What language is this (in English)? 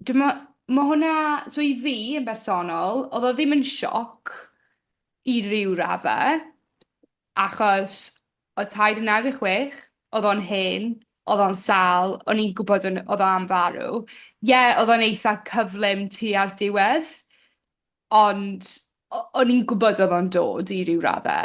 Welsh